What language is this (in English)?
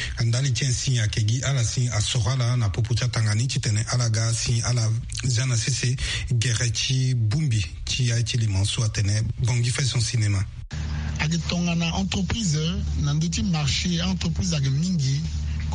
Sango